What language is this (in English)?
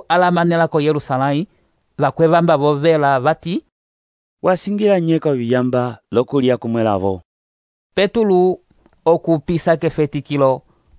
Umbundu